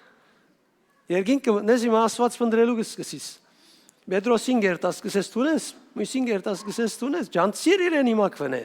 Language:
Western Armenian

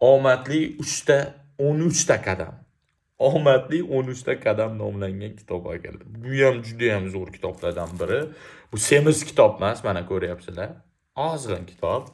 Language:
Uzbek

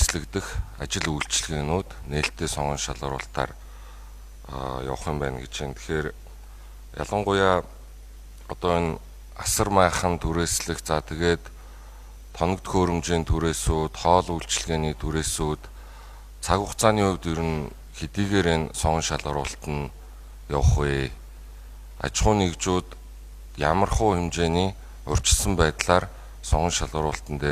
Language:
Mongolian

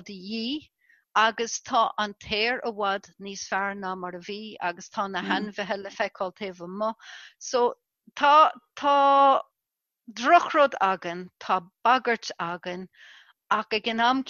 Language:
Irish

